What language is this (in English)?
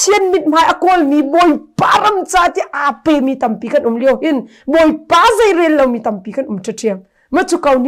Hakha Chin